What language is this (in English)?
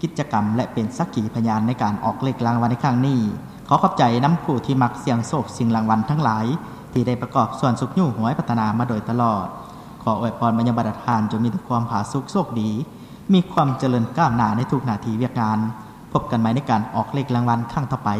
Lao